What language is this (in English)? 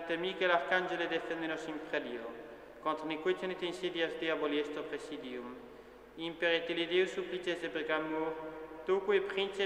Latin